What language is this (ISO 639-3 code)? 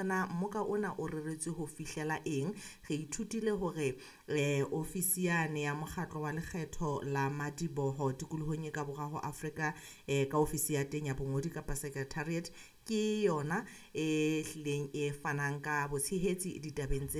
sot